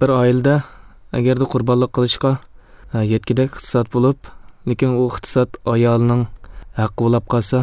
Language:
Uyghur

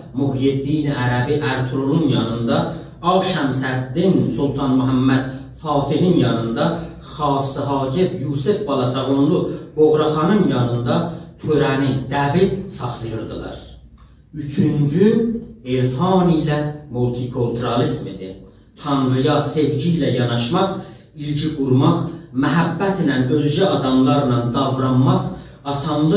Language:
South Azerbaijani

